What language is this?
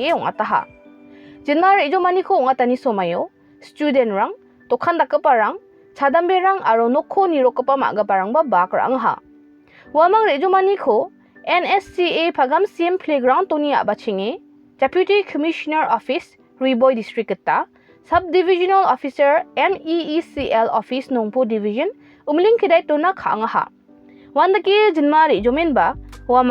Garo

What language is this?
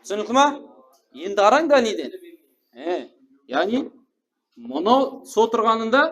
Kara-Kalpak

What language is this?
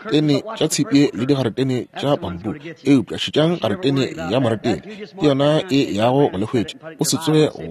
Northern Sotho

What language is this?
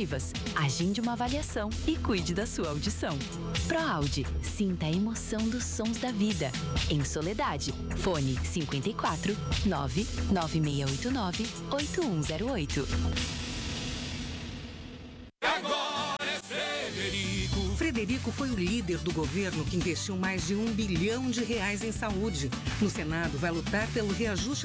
Portuguese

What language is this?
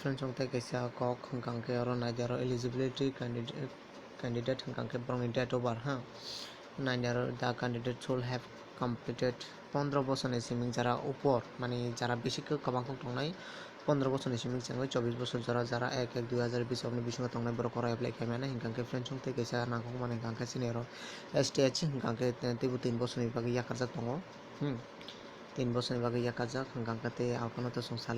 Kok Borok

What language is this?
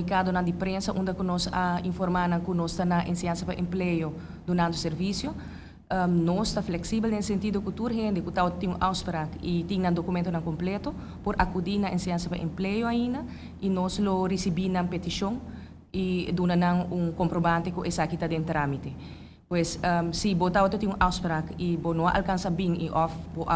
Papiamento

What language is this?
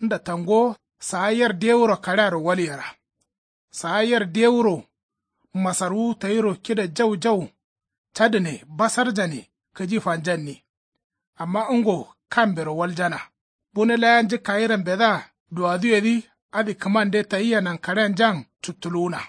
Kanuri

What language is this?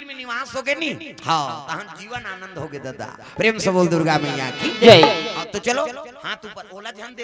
Chhattisgarhi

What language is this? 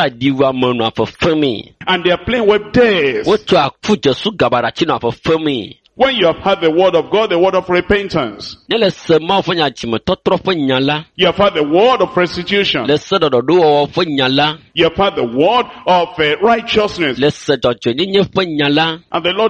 Ewe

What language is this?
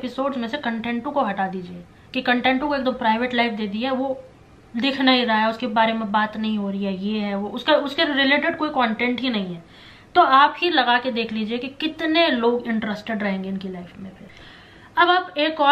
Hindi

